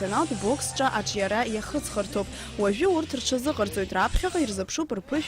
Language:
Abkhazian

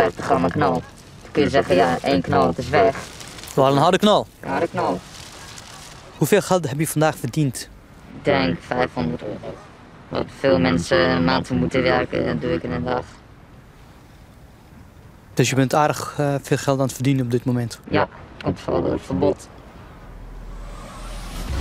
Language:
Dutch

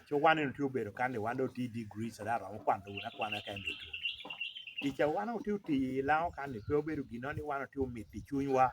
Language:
Lango (Uganda)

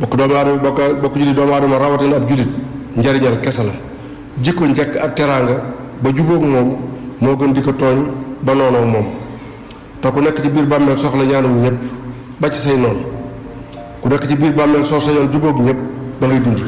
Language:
Wolof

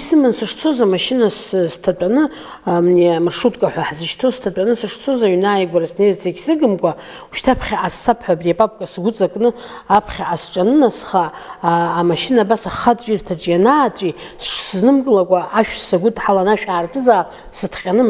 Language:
Abkhazian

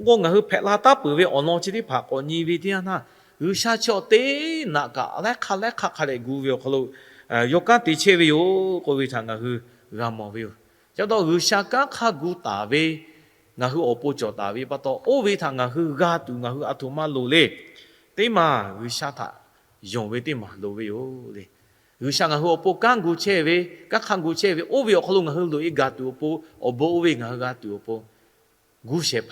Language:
Lahu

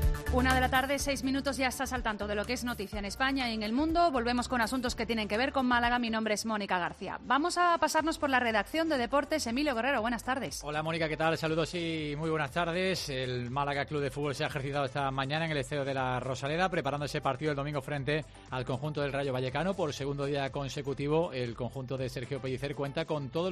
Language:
Spanish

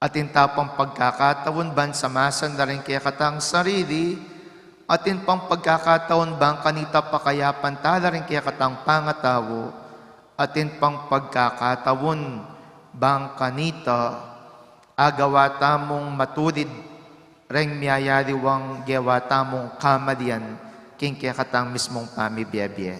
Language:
Pampanga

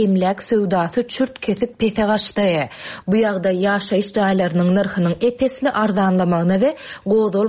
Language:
Turkmen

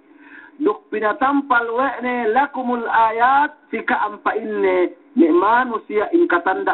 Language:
Yakan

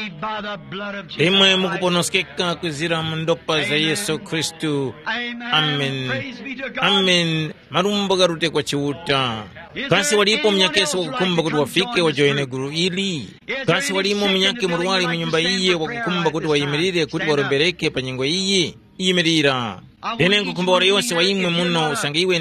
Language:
Tumbuka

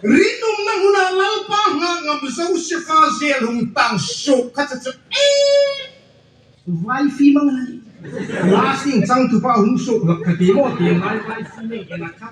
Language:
Hmar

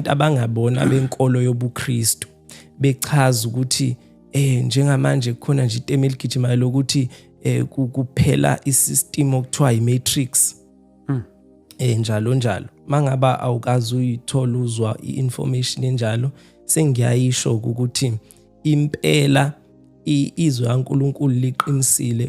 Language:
Zulu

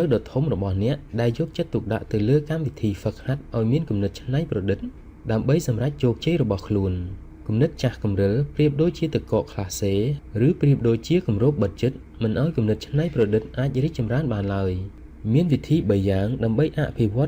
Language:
Khmer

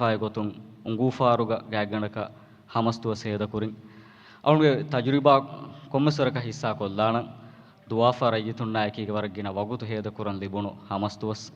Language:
Divehi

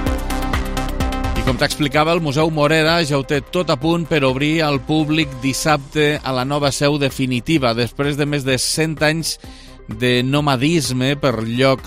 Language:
Catalan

